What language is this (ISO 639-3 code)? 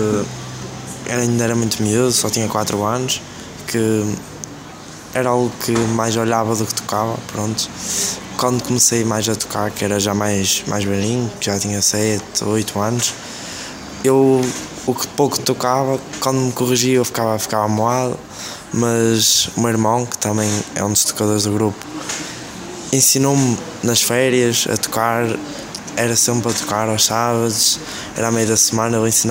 por